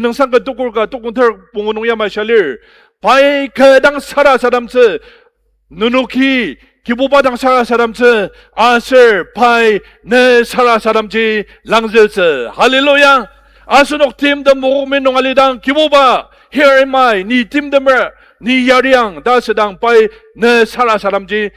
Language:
Ao Naga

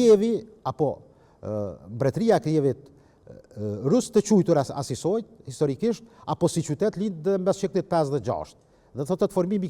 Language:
Albanian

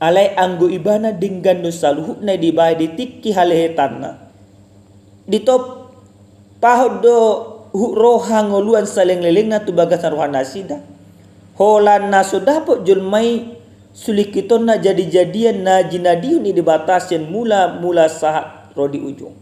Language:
Batak Toba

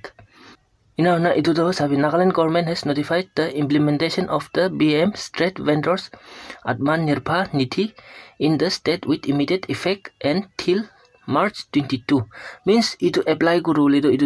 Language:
Naga Pidgin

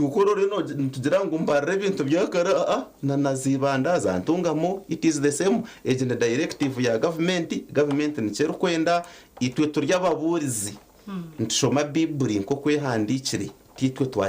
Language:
Nyankole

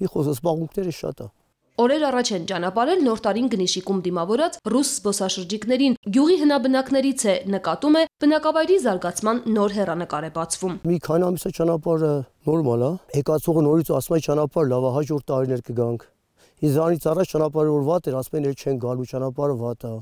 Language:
Armenian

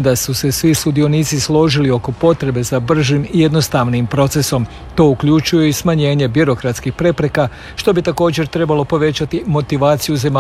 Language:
Croatian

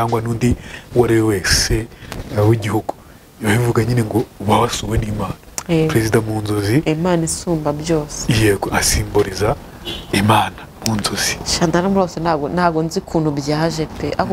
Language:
Kinyarwanda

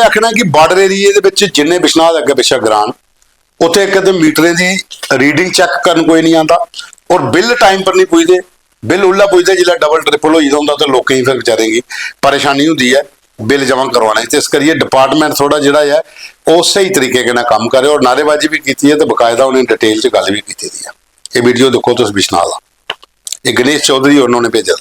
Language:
Dogri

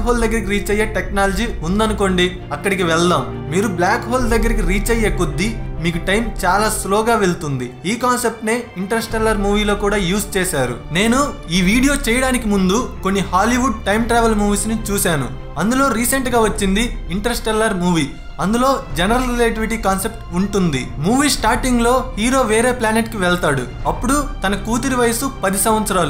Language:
Telugu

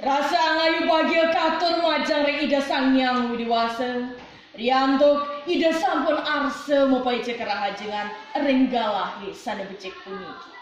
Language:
Balinese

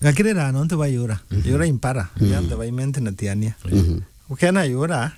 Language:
Meru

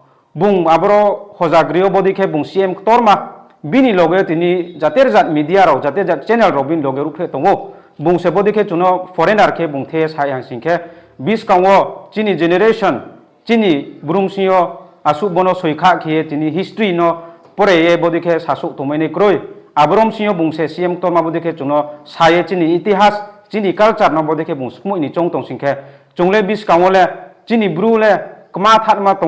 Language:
Riang (India)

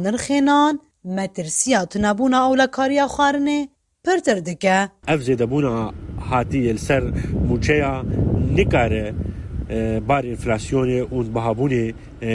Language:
Kurdish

